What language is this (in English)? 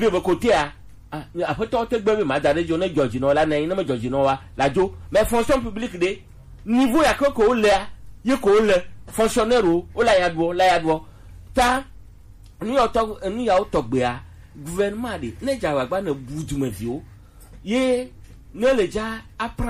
Gen